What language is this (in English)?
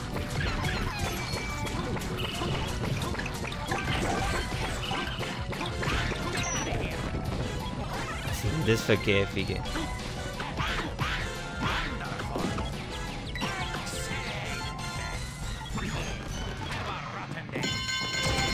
German